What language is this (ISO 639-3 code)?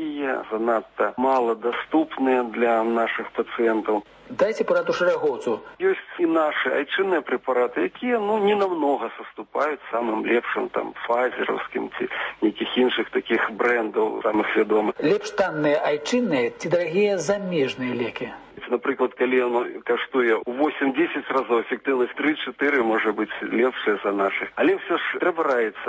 bel